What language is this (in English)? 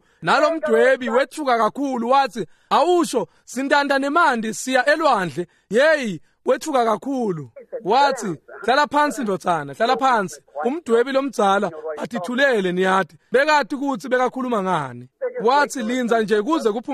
Swati